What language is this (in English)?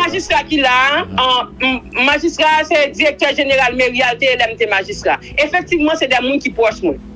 Haitian Creole